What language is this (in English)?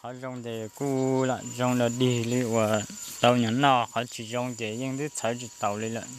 Hmong